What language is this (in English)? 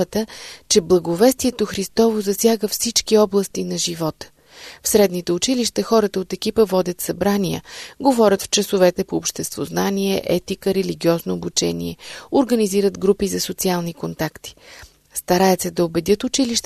Bulgarian